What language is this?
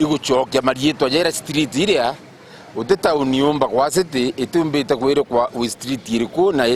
Meru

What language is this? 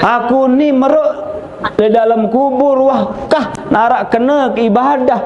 Sasak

